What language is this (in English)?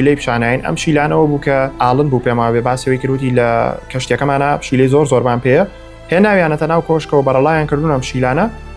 Central Kurdish